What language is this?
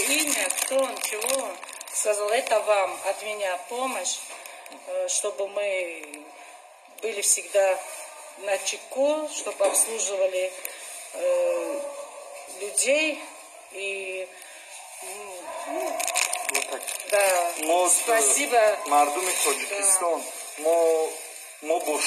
Tajik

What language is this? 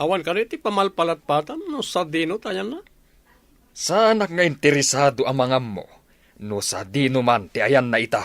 Iloko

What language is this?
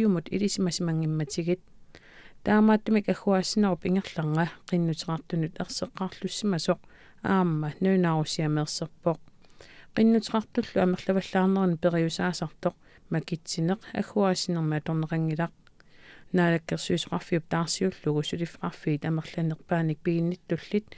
Kalaallisut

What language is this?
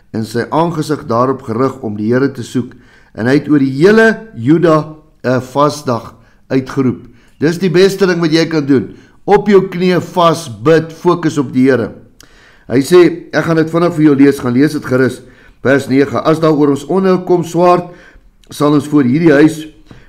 Afrikaans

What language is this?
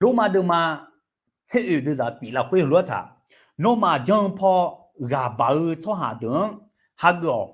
Akha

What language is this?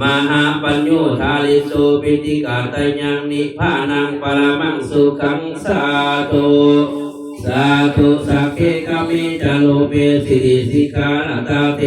Northeastern Thai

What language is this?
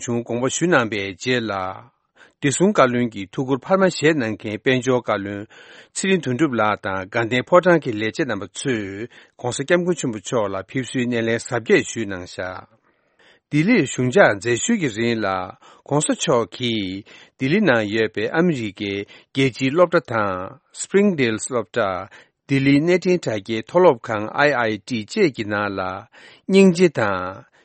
Tibetan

